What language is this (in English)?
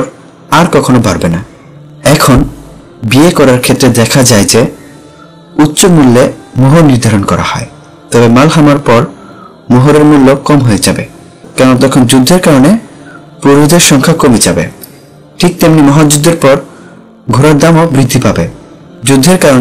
Bangla